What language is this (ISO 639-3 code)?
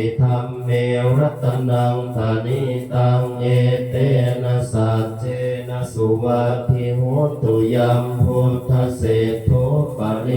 pli